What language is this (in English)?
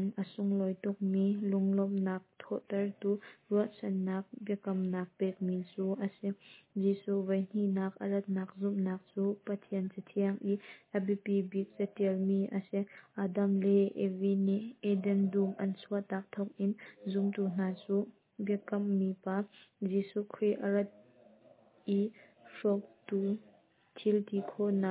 Hakha Chin